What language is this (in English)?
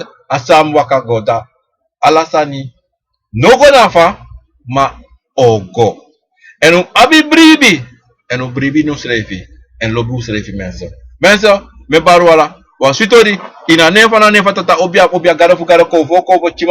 Sranan Tongo